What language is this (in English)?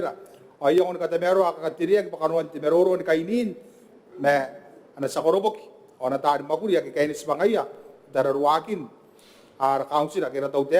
Gilbertese